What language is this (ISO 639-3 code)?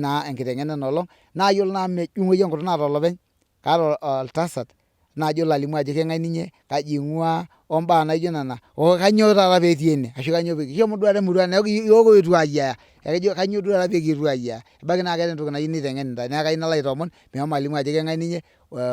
mas